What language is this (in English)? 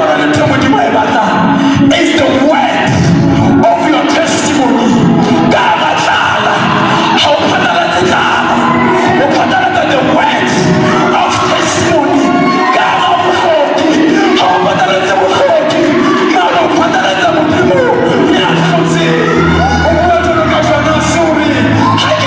Southern Sotho